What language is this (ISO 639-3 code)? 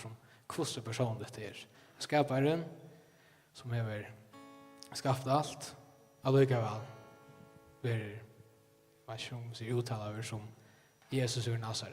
fao